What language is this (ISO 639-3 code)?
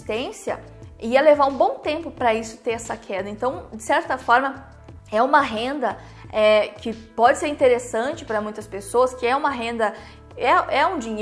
por